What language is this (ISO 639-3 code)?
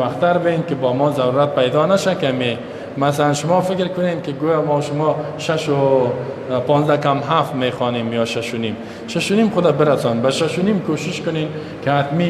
fas